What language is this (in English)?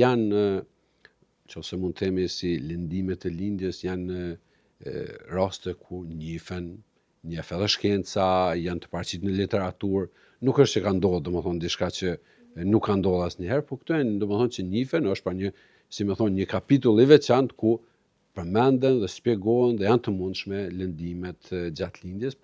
Albanian